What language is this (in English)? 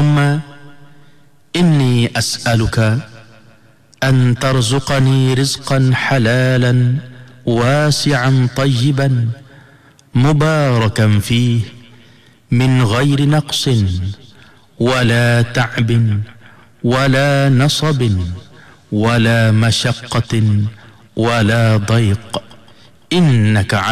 Malay